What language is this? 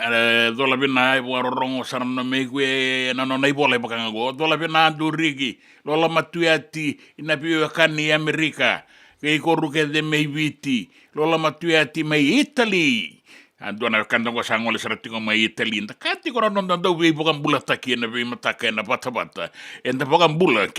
Fijian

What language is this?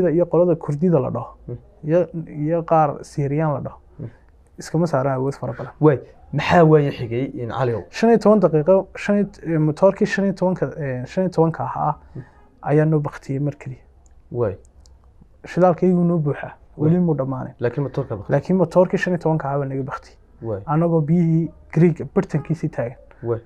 Somali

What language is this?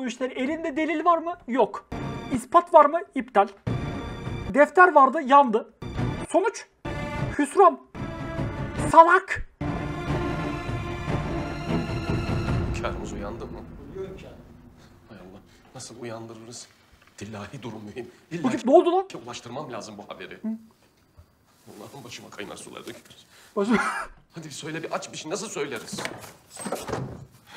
Turkish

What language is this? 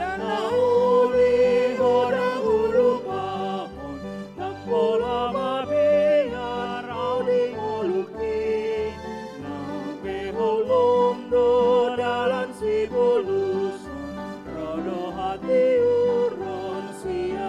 Batak Toba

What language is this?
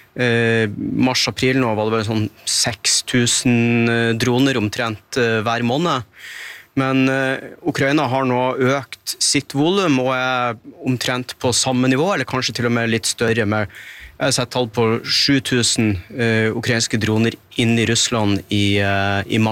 Norwegian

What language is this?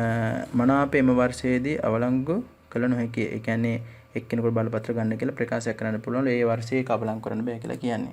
Sinhala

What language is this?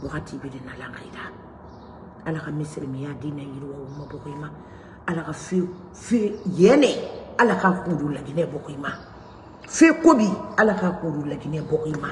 Mandingo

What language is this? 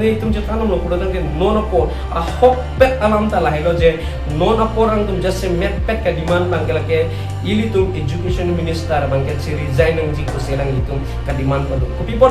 Karbi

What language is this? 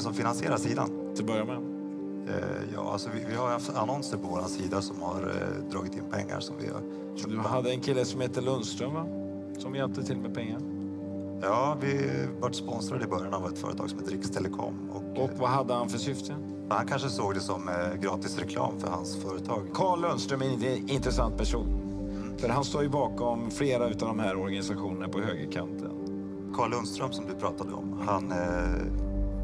Swedish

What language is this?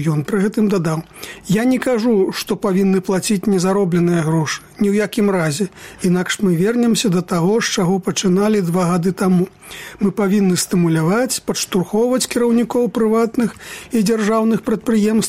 Belarusian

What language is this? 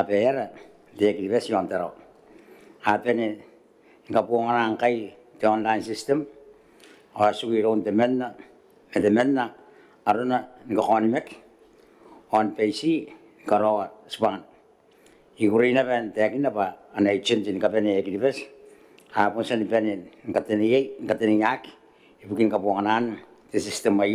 Gilbertese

